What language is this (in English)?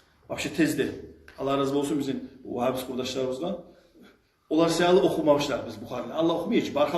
Kumyk